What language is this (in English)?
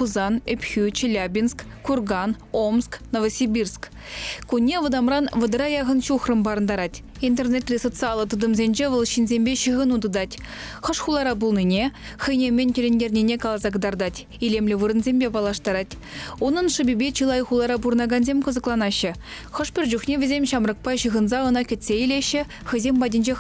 Chuvash